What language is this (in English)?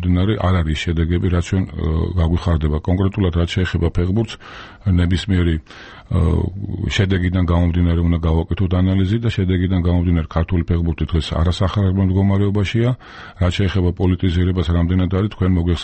Georgian